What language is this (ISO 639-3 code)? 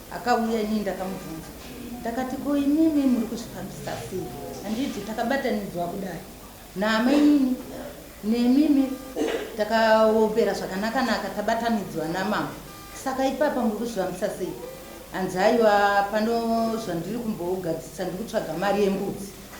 sna